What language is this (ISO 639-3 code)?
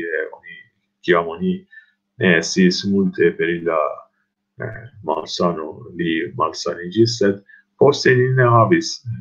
epo